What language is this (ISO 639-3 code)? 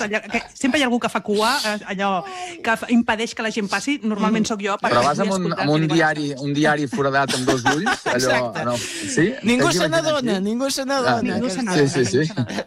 cat